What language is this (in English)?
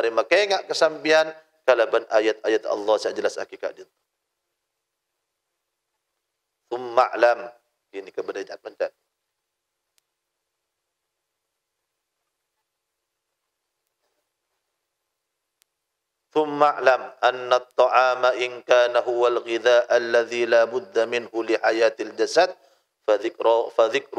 Madurese